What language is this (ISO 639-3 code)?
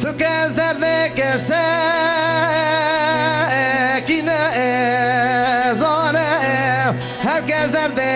kur